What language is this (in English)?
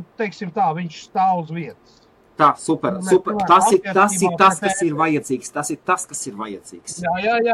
Latvian